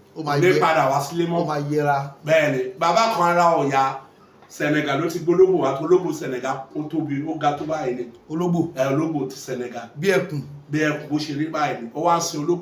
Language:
Yoruba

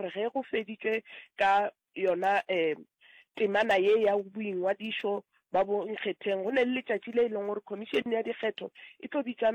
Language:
Northern Sotho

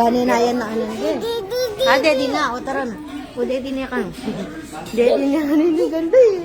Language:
Pampanga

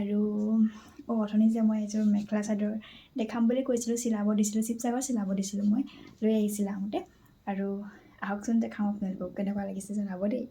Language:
Assamese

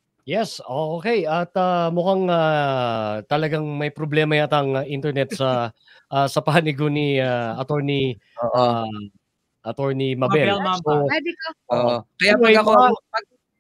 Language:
Filipino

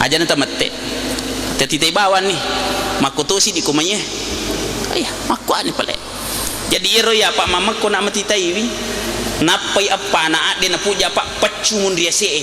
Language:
Buginese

